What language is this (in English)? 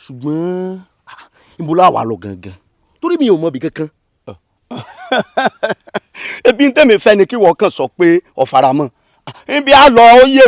Yoruba